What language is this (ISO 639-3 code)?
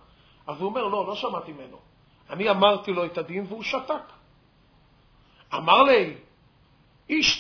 heb